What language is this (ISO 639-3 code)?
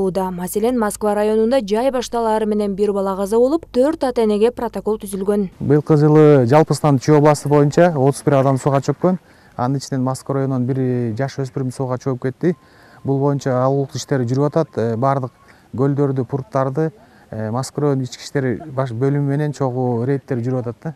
kir